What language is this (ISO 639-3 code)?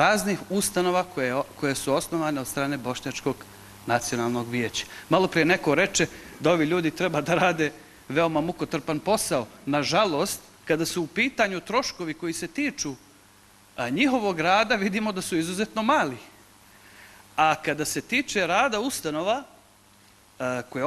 bos